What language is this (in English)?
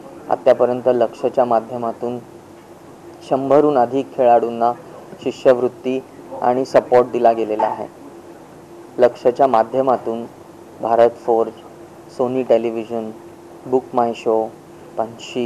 Marathi